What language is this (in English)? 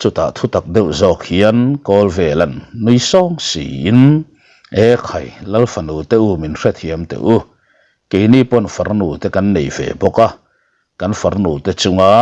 Mizo